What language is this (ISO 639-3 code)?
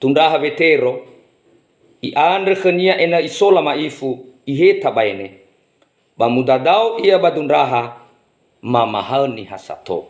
nia